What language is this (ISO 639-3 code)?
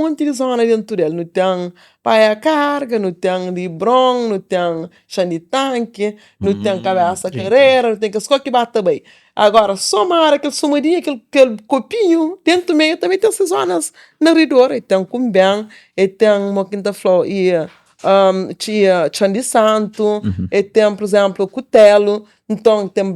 kea